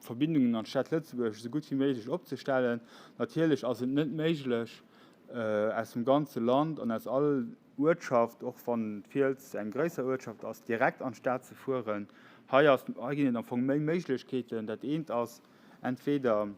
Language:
Luxembourgish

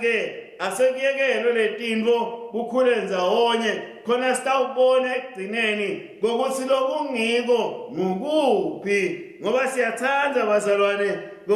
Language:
Swati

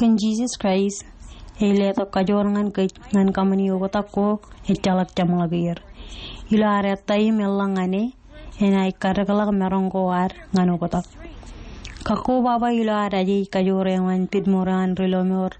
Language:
Marshallese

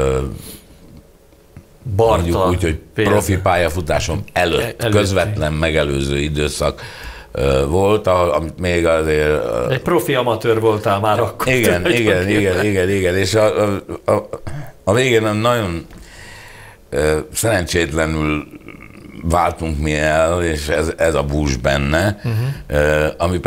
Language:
Hungarian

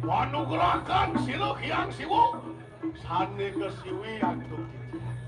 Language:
Balinese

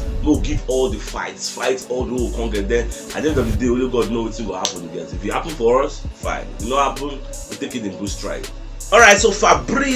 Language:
Nigerian Pidgin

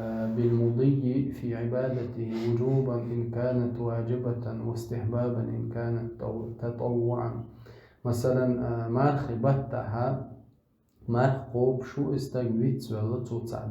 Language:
Chechen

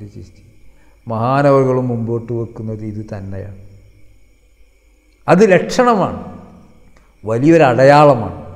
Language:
Malayalam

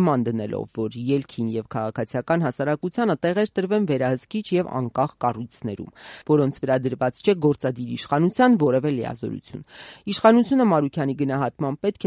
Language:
Armenian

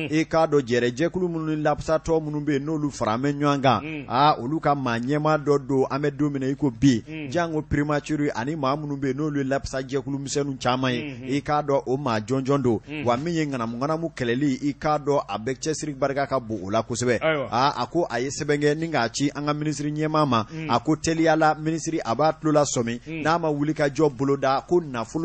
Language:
Bambara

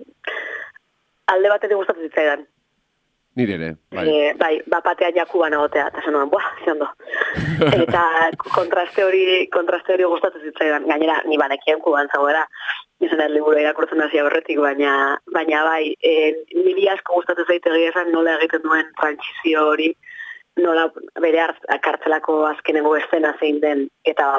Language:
Basque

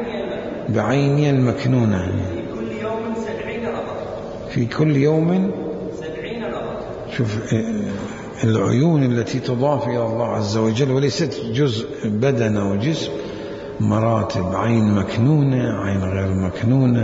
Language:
Mesopotamian Arabic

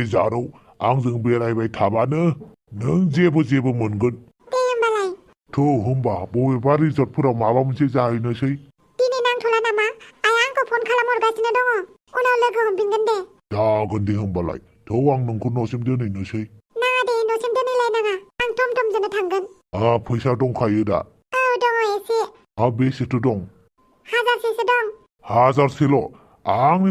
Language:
Bodo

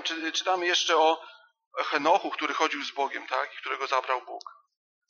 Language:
Polish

